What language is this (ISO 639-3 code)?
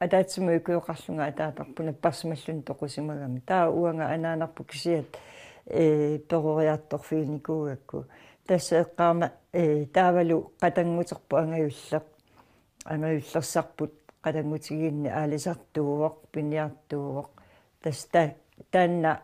kal